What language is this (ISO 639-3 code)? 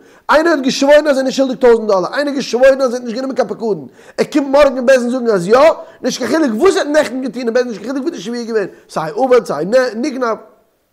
yid